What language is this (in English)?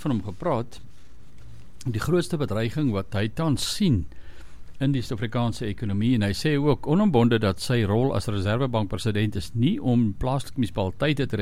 Afrikaans